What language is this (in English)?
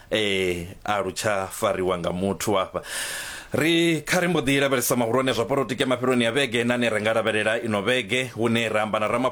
Venda